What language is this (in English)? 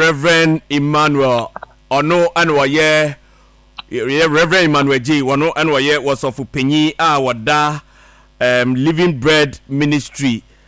Akan